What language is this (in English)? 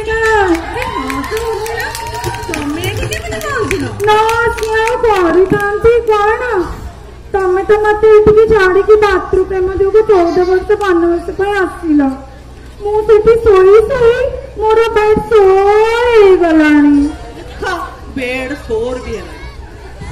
Odia